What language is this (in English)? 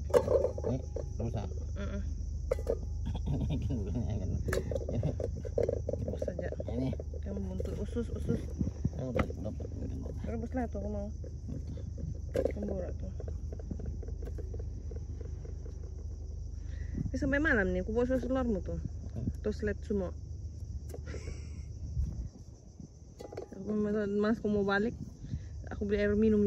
Malay